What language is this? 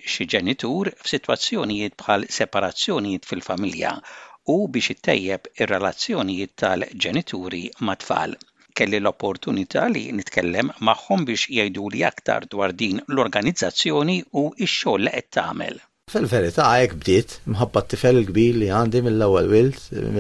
Maltese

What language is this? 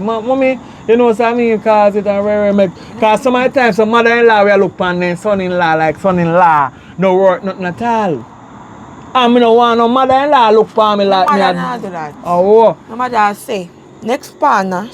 Jamaican Creole English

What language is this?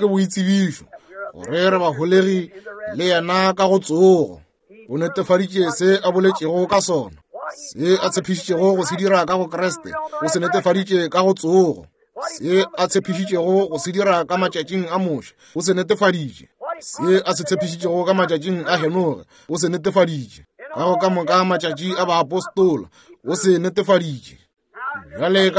Northern Sotho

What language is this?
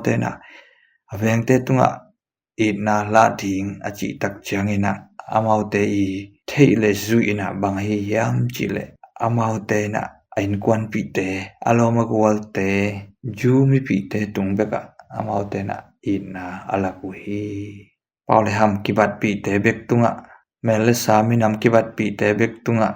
Tedim Chin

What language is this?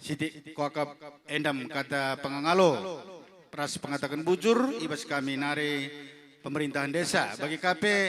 Batak Karo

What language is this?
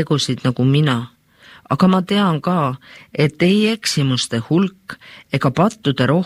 Estonian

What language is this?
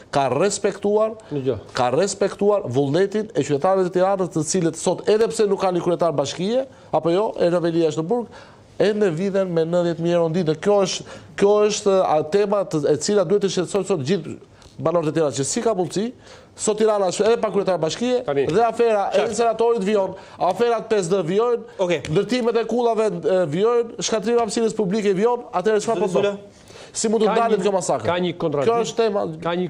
Albanian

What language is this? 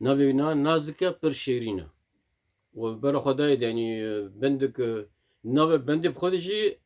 Kurdish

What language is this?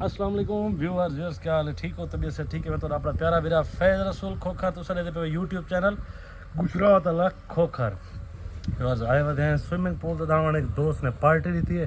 Saraiki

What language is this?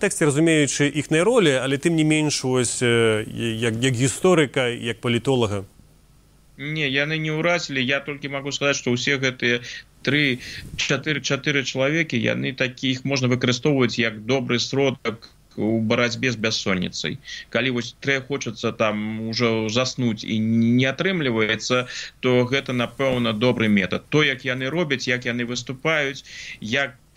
Belarusian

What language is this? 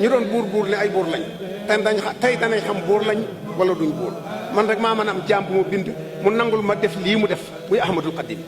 Wolof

